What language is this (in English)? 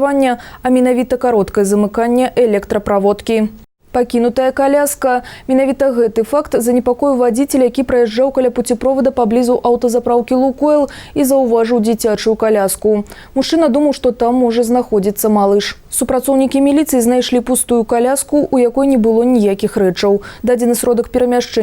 Belarusian